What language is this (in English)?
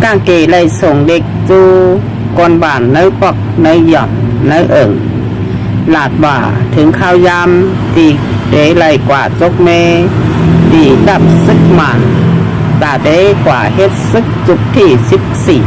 Shan